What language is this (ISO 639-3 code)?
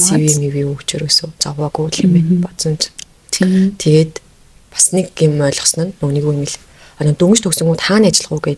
mon